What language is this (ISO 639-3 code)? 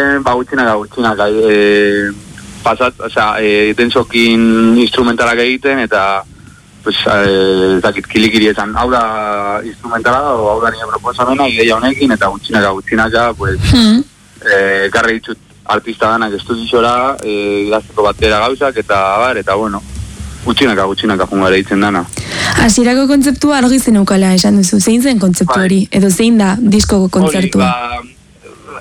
eus